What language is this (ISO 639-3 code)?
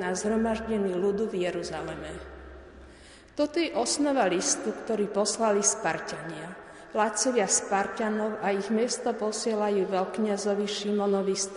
slk